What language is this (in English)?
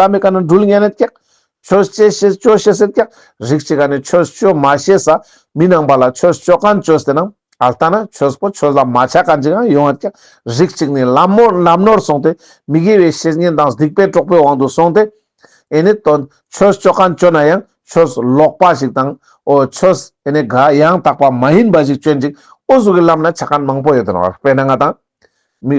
Ladakhi